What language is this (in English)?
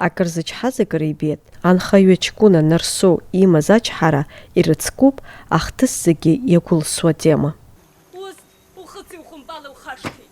Abkhazian